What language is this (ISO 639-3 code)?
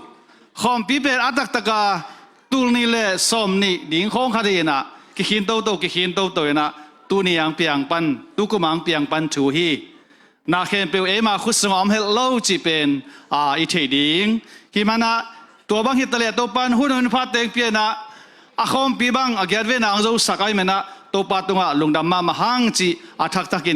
ctd